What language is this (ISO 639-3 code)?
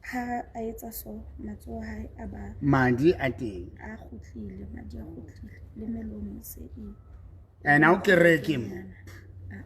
sot